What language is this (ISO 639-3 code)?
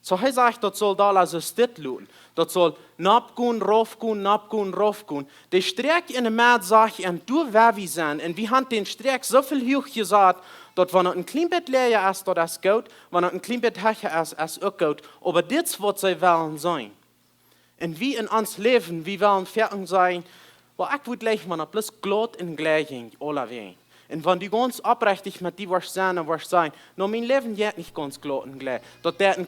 pdt